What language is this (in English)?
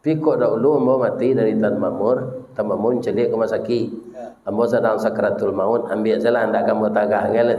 Minangkabau